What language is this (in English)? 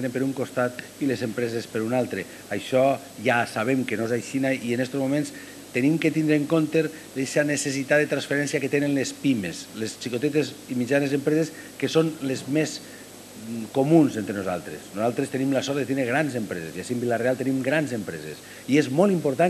Catalan